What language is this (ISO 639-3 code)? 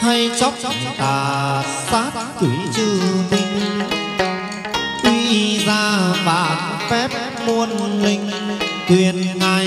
vie